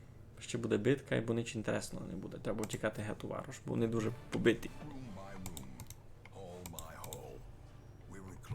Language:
Rusyn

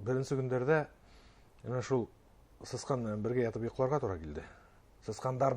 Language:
Bashkir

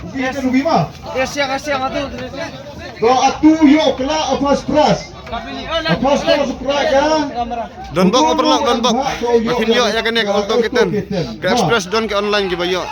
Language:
Khasi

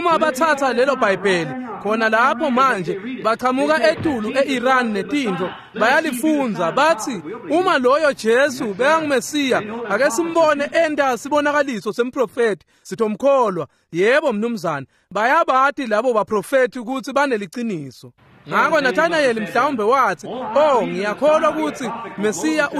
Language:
Swati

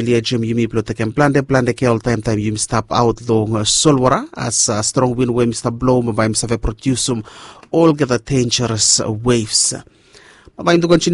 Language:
Bislama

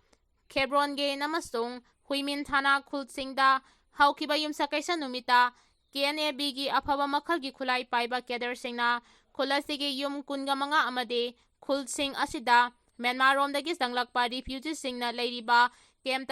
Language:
Manipuri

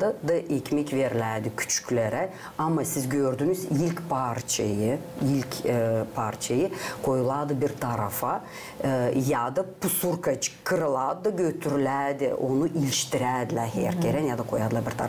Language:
Gagauz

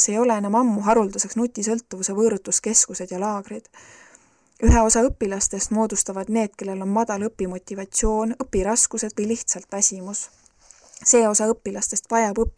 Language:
Estonian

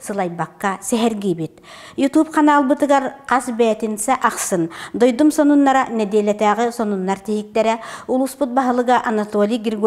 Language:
Yakut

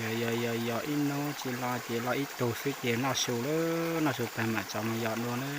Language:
Hmong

